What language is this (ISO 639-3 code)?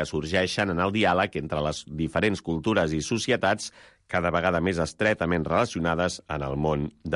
cat